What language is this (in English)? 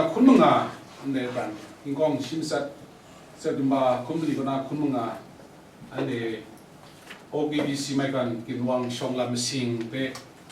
Kachin